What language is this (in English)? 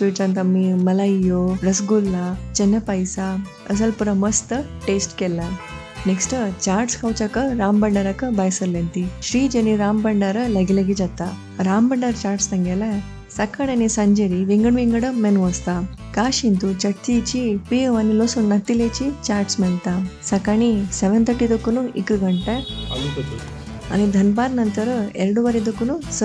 Konkani